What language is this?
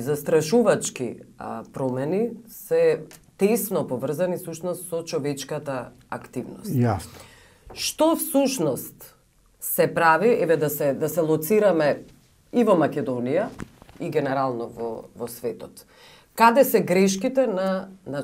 Macedonian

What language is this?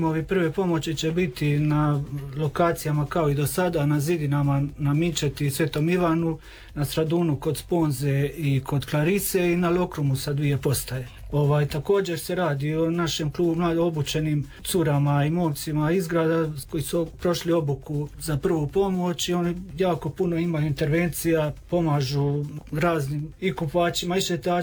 Croatian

